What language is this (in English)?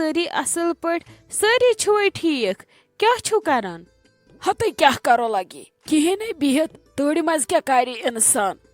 Kashmiri